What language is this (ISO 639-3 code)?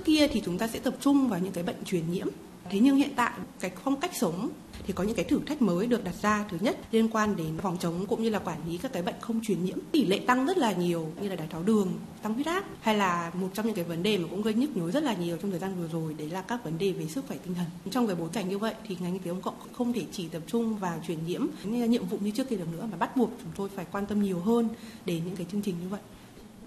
vie